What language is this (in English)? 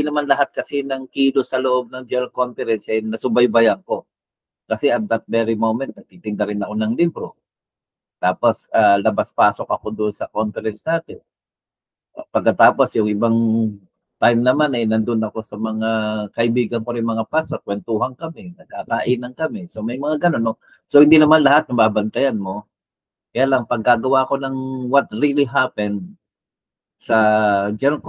Filipino